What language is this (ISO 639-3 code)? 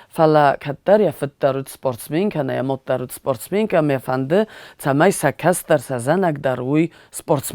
oss